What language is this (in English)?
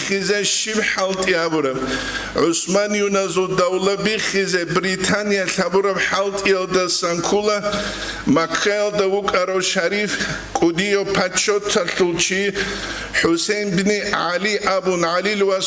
Avaric